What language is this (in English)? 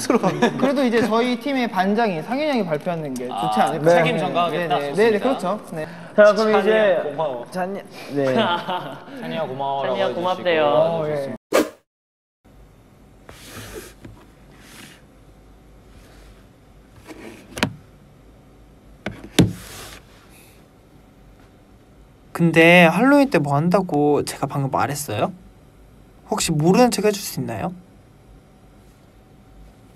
Korean